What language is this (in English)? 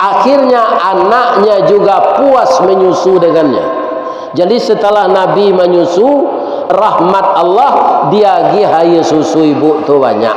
Minangkabau